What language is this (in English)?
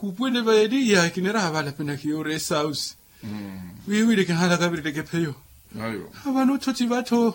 Makhuwa